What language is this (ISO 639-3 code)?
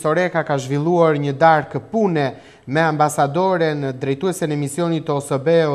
sqi